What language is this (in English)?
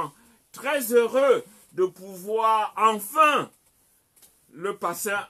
French